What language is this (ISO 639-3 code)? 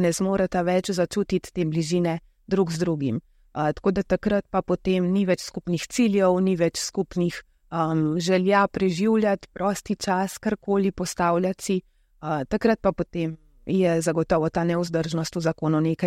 slv